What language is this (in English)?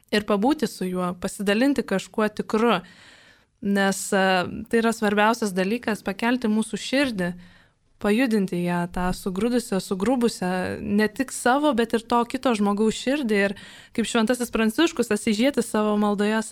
Lithuanian